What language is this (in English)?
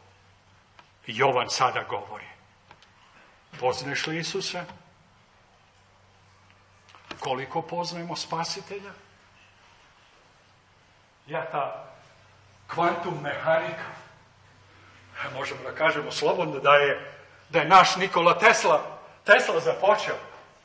Serbian